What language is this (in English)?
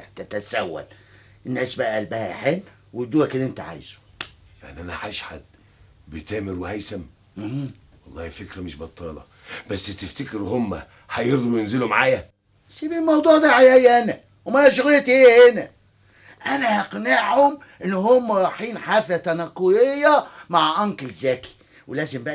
Egyptian Arabic